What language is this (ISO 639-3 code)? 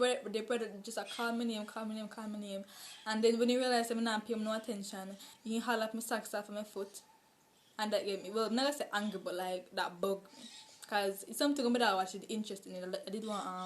jam